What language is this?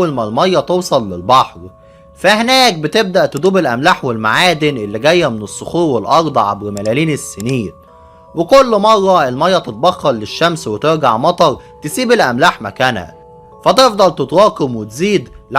Egyptian Arabic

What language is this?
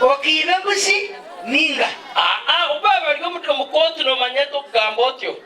Nyankole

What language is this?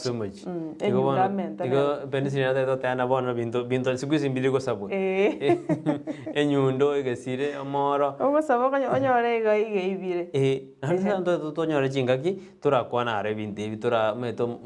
Gusii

